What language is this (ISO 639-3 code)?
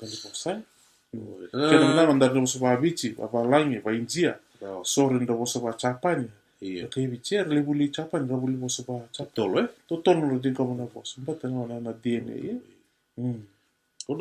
fij